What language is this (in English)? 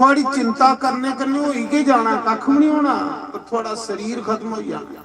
Dogri